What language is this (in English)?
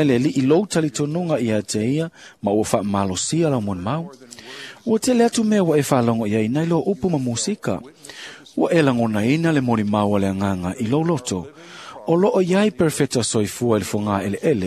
Samoan